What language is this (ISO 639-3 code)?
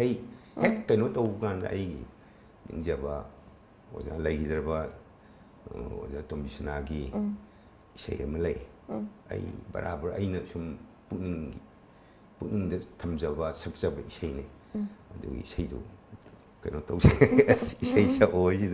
mni